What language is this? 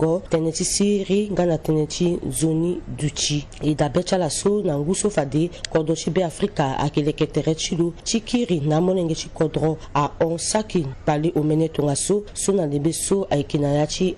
Sango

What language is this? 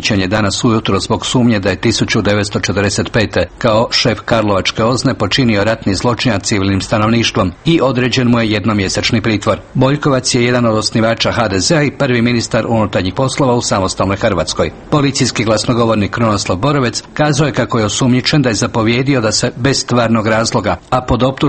Croatian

